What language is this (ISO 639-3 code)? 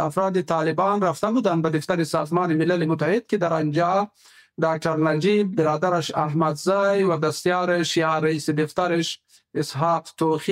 fas